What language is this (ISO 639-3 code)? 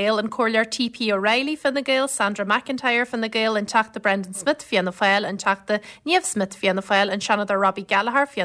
gle